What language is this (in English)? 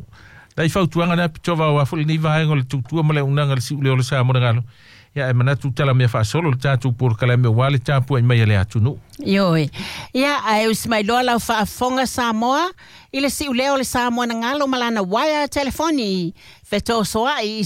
Samoan